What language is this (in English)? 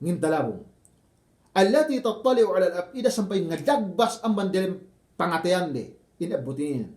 Yakan